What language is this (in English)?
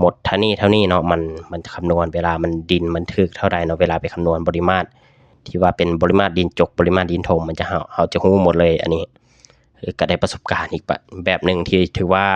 Lao